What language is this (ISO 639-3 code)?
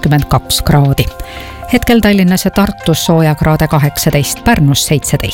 est